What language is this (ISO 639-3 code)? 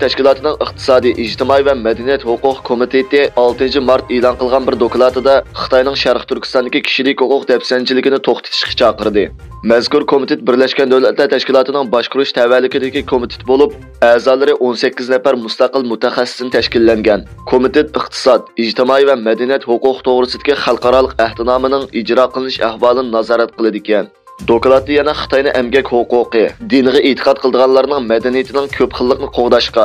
uig